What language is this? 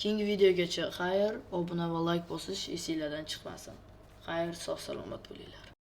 Uzbek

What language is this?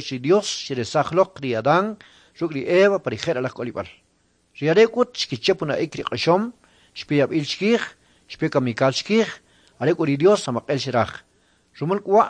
Kʼicheʼ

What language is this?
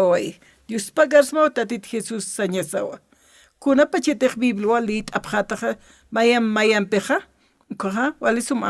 Aymara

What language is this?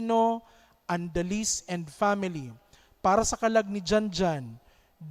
Bikol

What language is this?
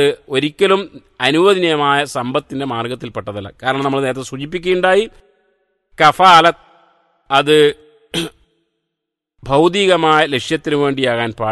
Malayalam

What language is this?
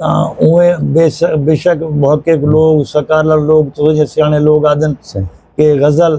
Saraiki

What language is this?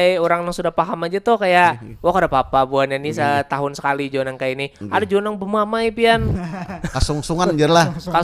Banjar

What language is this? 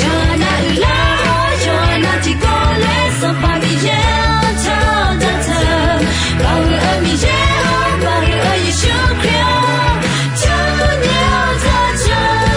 Akha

